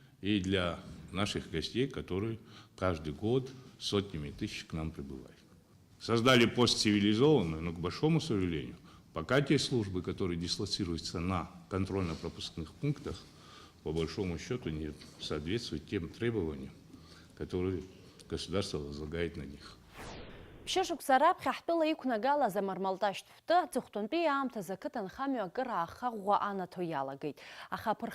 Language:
Abkhazian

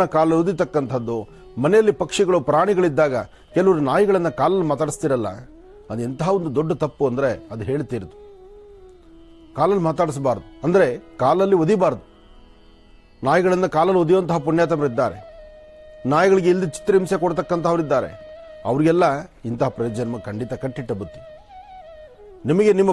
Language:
Kannada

